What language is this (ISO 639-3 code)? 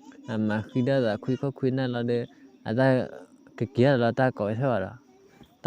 ksw